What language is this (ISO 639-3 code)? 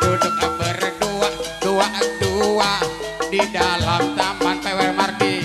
bew